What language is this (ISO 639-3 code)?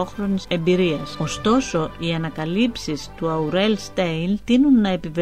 ell